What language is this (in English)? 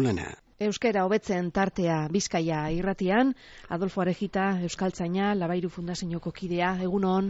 Basque